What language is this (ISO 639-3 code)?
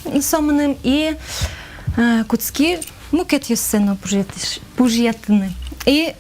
udm